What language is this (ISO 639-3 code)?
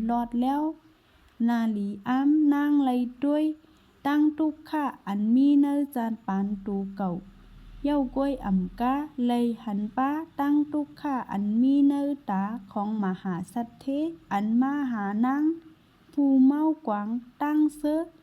shn